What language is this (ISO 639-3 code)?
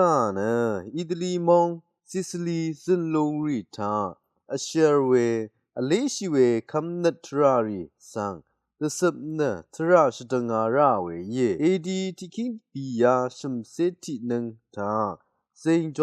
raw